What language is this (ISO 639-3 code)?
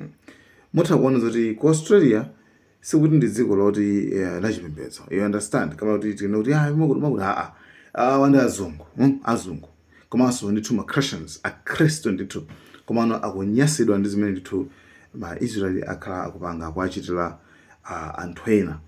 nya